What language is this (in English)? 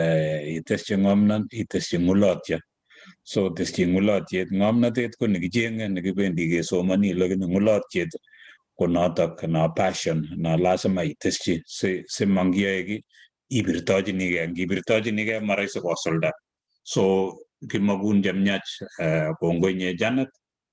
Kalenjin